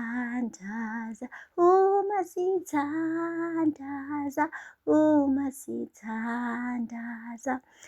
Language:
Zulu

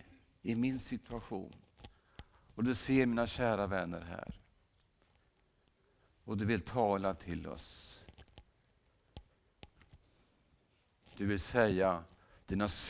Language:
Swedish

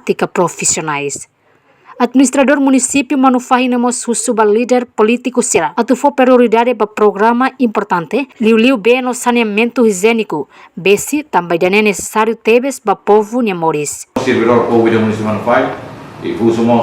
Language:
Tetum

